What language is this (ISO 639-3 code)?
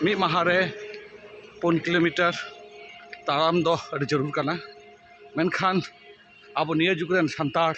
sat